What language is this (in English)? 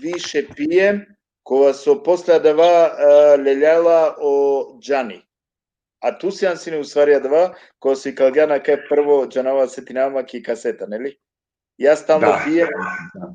Balkan Romani